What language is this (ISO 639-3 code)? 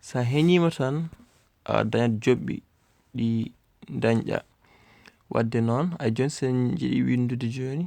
ful